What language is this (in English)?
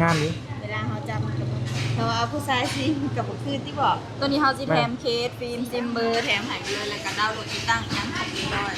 Northeastern Thai